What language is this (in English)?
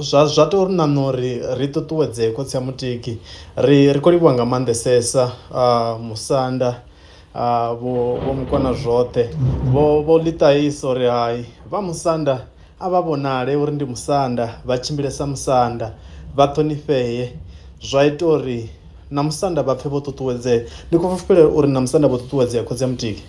Venda